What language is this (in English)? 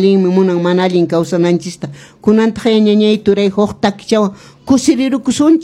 Quechua